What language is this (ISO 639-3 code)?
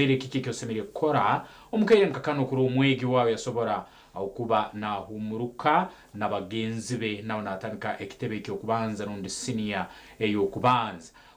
nyn